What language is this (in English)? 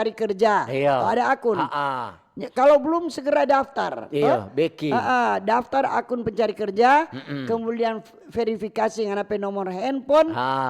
Manado Malay